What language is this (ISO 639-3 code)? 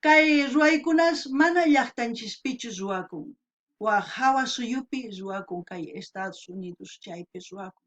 quh